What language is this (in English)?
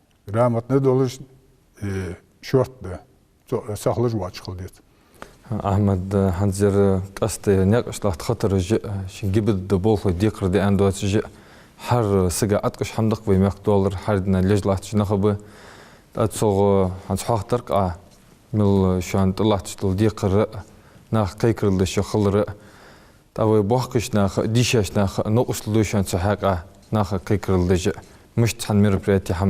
Ingush